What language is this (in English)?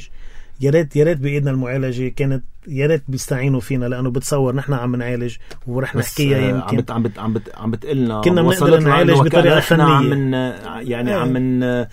North Levantine Arabic